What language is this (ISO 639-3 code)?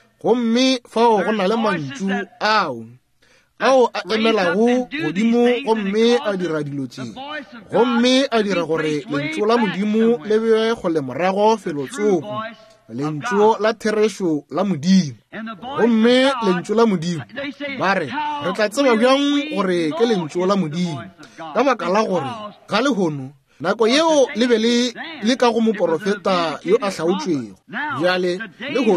nso